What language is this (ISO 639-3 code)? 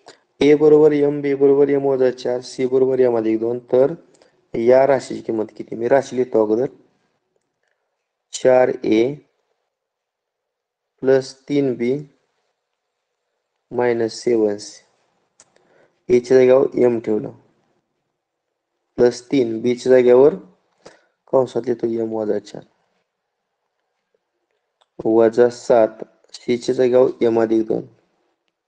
mar